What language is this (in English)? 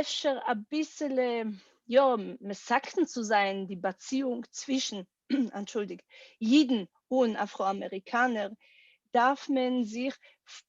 Yiddish